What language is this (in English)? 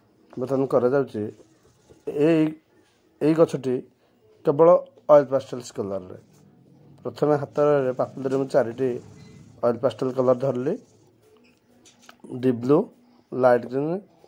Odia